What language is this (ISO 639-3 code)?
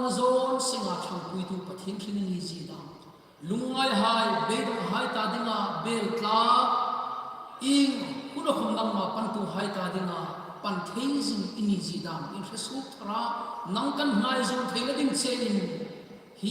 hmr